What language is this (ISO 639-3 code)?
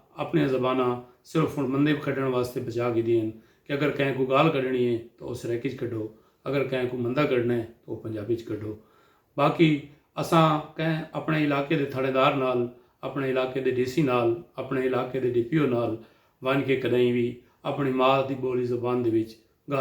skr